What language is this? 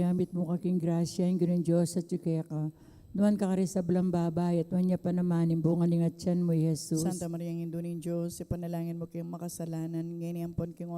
Pampanga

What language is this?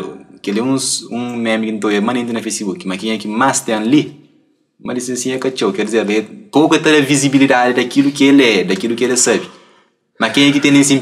Kabuverdianu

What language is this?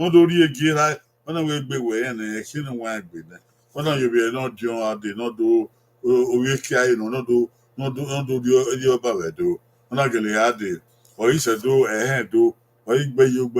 Bini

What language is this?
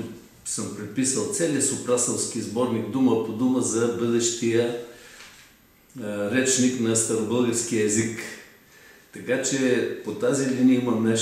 Bulgarian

